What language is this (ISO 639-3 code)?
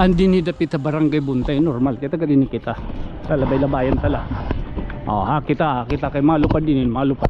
war